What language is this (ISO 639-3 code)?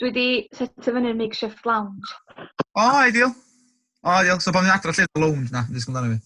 cym